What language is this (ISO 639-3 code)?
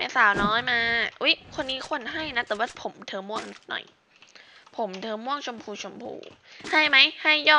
tha